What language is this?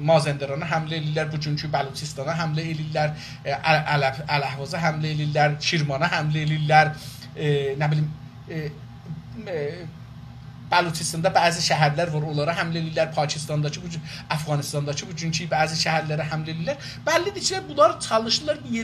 South Azerbaijani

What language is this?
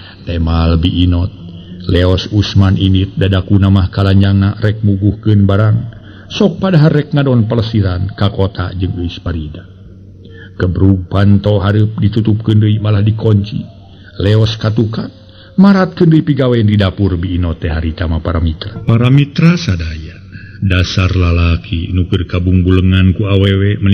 Sundanese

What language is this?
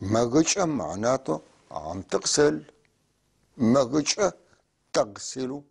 North Levantine Arabic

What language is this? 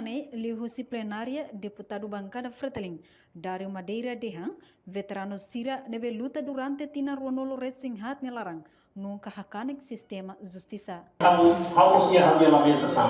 Tetum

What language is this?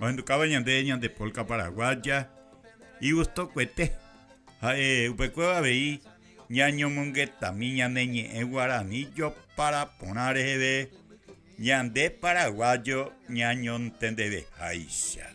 Guarani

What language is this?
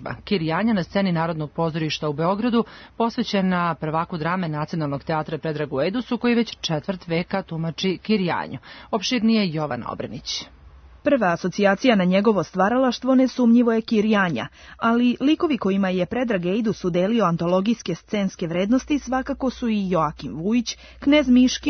Serbian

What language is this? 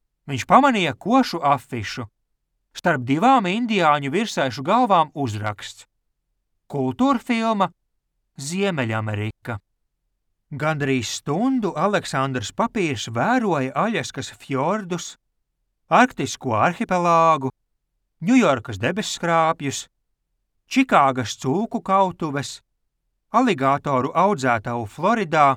Latvian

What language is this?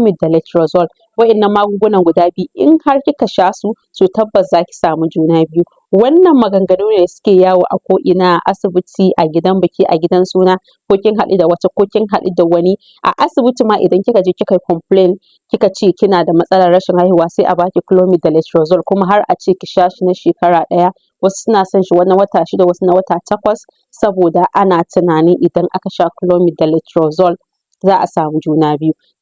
Hausa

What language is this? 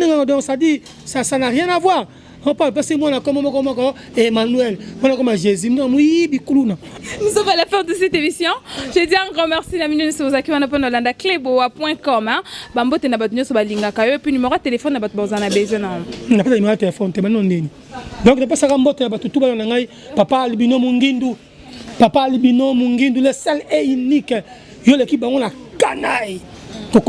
Lingala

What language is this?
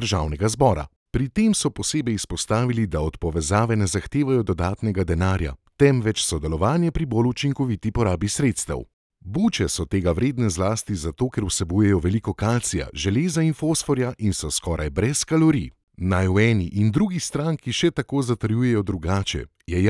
Slovenian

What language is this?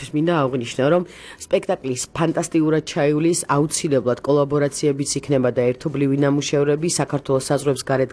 Georgian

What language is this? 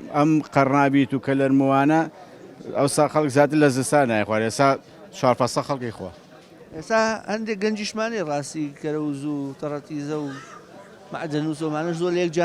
Central Kurdish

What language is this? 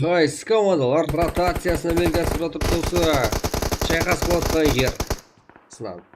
Kara-Kalpak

